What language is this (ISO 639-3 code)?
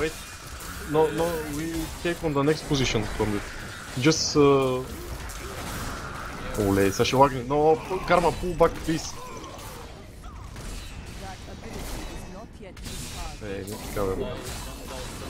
bul